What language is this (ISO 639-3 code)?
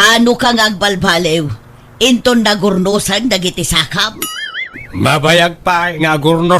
ilo